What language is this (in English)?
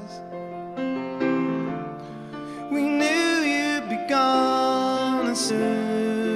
English